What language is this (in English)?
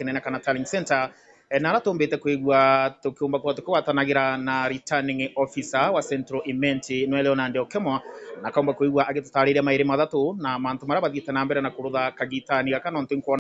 Meru